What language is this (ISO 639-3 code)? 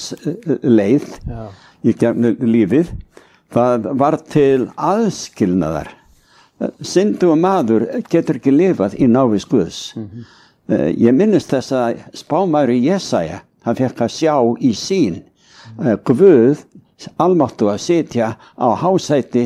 isl